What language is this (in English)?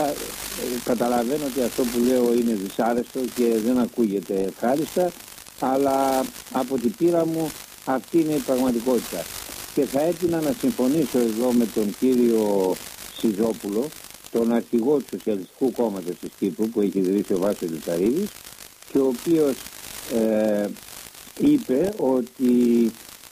Greek